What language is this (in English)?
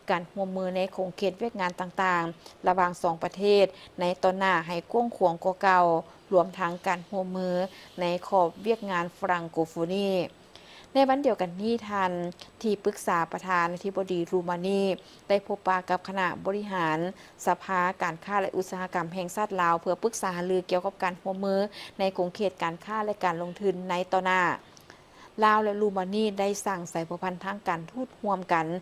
Lao